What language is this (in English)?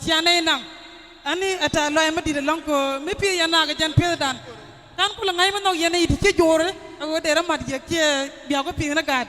Nuer